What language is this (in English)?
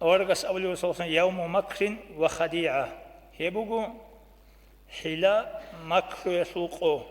Avaric